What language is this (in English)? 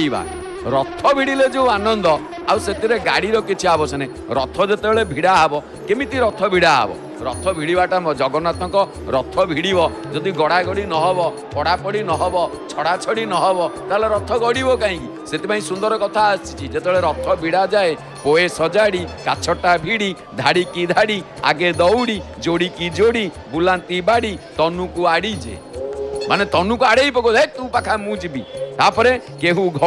Odia